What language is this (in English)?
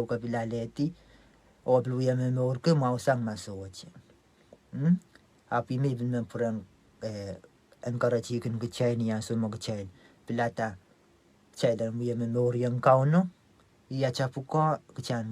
Pohnpeian